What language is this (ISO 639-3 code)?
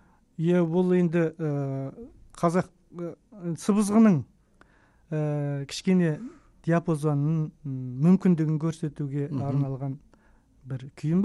kaz